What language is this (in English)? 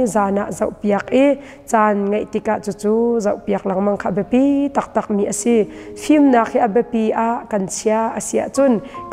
Hakha Chin